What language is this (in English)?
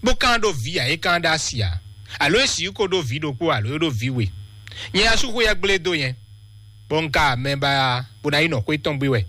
Fon